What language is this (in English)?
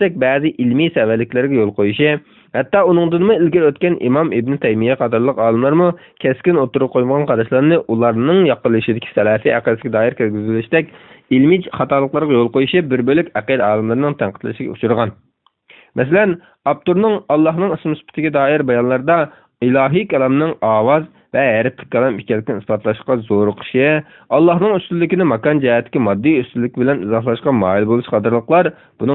Uyghur